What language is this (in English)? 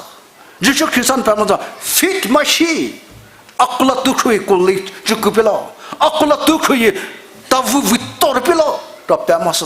Poumei Naga